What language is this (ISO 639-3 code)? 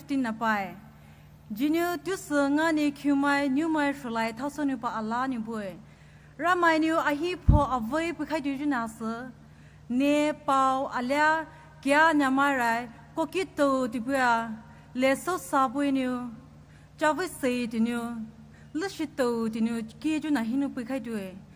pmx